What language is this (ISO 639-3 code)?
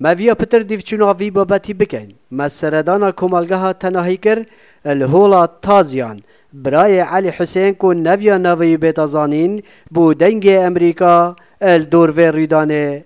kur